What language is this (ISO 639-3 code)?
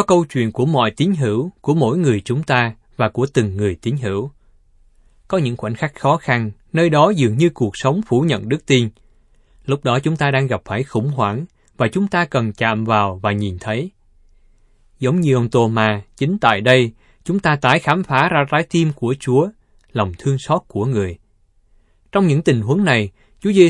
vie